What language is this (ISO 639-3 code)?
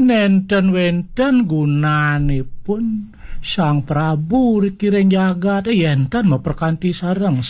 ban